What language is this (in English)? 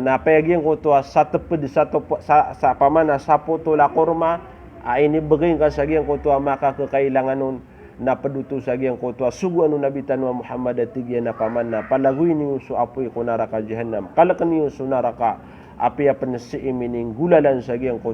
Maranao